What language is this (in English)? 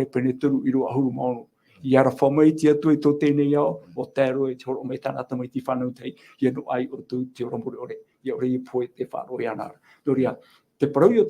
Tahitian